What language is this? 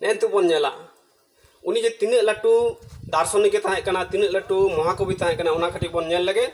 Santali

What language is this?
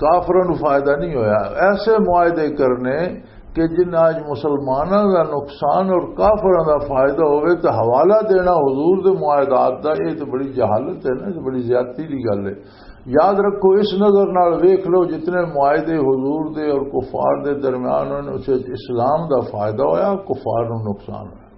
Western Panjabi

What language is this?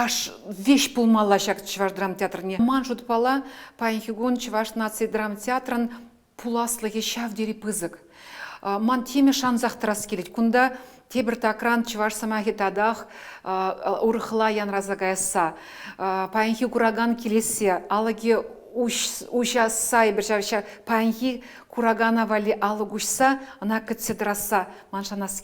Chuvash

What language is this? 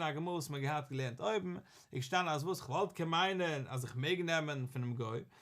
Yiddish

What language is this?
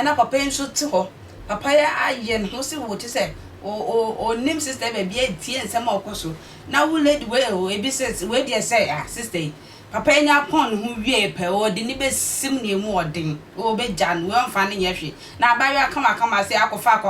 Akan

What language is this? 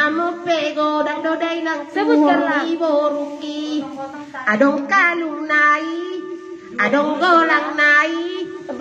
Batak Toba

